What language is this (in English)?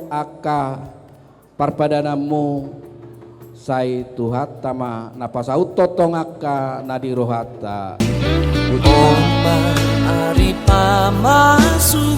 Batak Toba